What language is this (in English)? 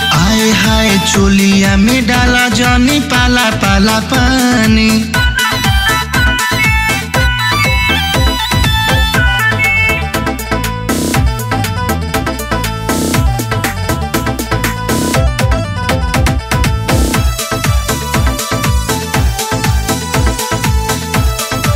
Bhojpuri